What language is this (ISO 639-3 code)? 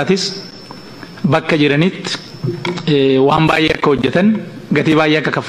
orm